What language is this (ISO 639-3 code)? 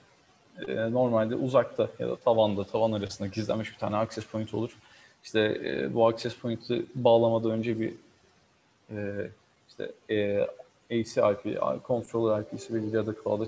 tur